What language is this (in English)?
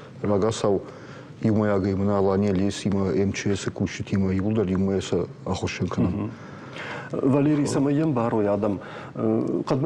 Ossetic